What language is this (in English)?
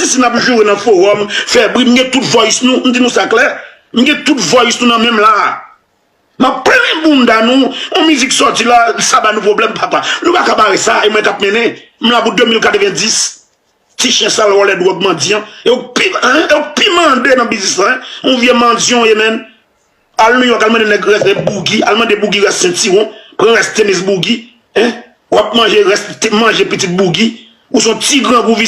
Haitian Creole